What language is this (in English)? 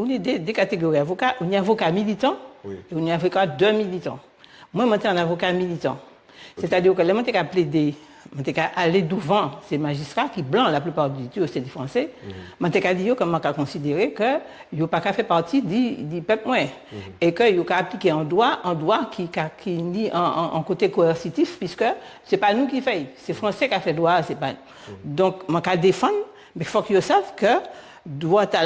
Guadeloupean Creole French